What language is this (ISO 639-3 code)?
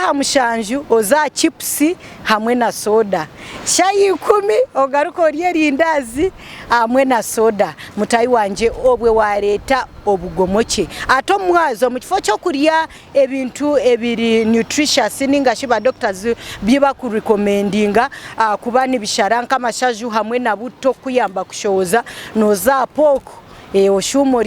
nyn